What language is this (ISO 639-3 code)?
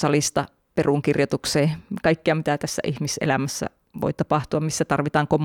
fin